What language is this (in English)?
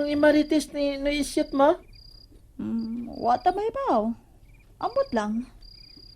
Cebuano